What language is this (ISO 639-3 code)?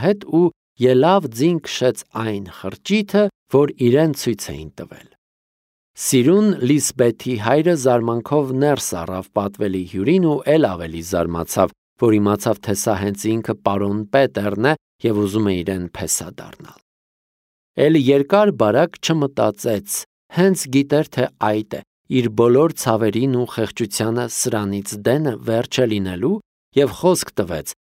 hye